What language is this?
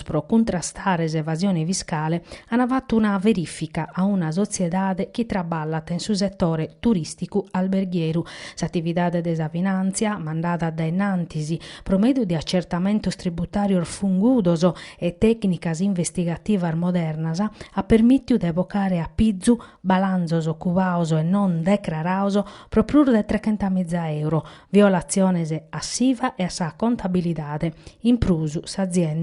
Sardinian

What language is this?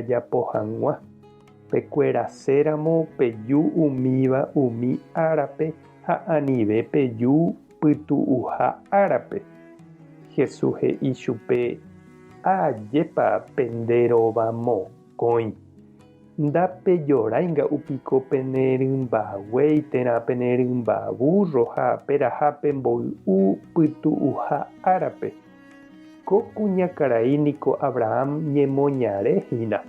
Guarani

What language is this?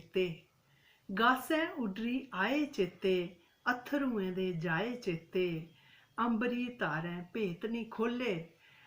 Dogri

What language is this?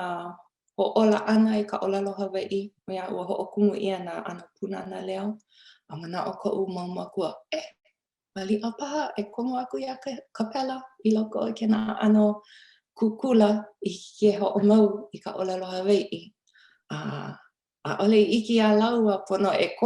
Hawaiian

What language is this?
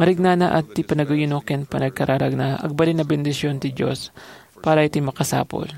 Iloko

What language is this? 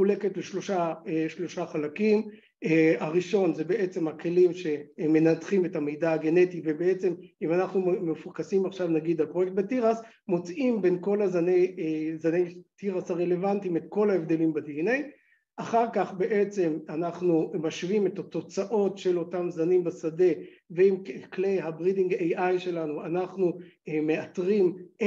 Hebrew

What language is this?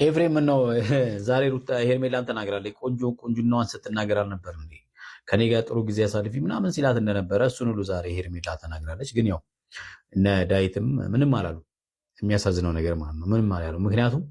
Amharic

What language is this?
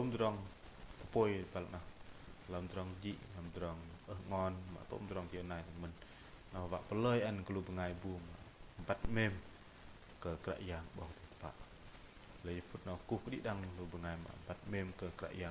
Bahnar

